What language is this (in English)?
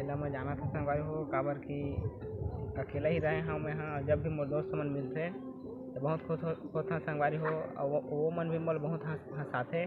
Chhattisgarhi